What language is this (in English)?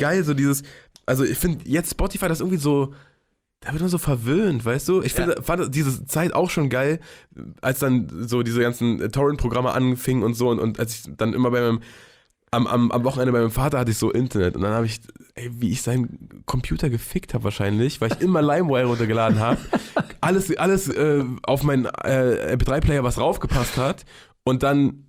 German